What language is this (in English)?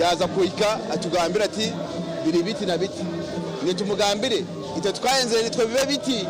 Nyankole